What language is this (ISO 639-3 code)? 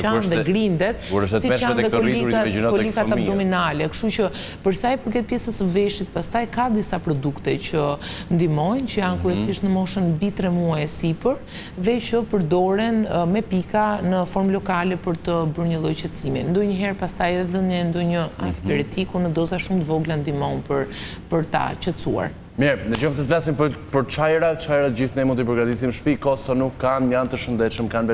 sqi